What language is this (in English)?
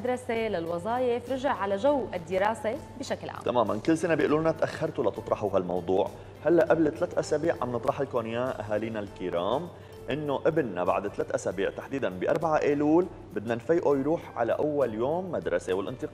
North Levantine Arabic